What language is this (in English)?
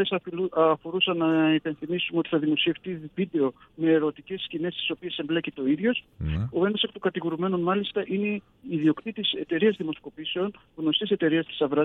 Greek